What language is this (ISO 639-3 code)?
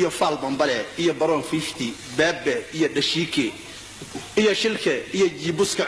som